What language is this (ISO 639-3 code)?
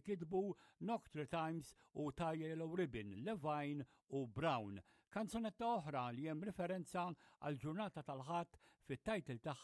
mlt